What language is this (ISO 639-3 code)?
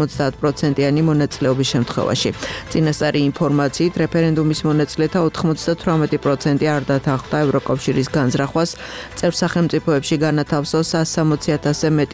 kat